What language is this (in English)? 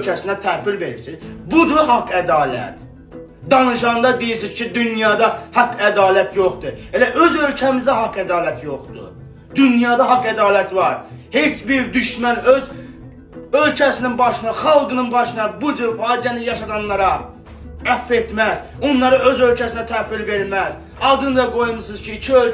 Azerbaijani